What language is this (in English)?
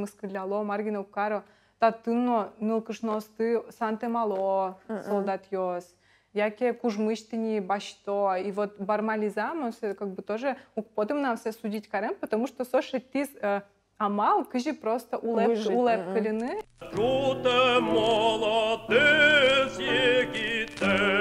Udmurt